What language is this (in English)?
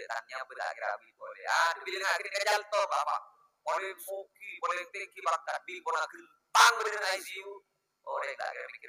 Madurese